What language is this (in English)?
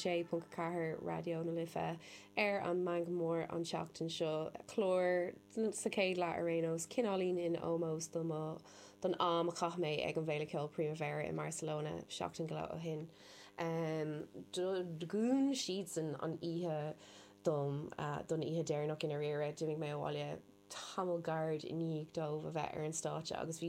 Irish